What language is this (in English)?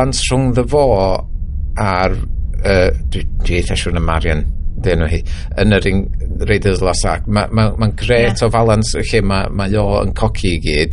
Welsh